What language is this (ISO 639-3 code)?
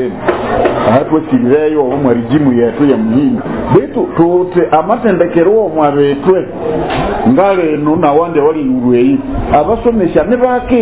nyo